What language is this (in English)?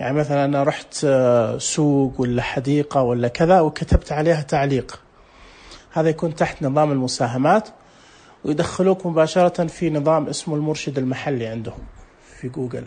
Najdi Arabic